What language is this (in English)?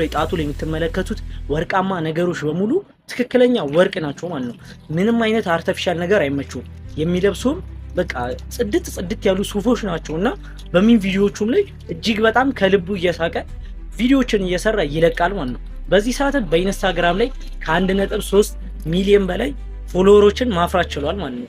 Amharic